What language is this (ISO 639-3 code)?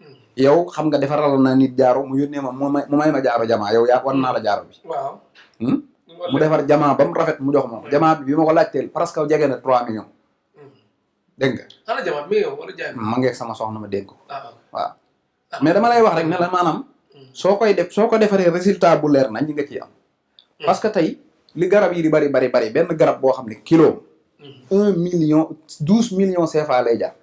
wol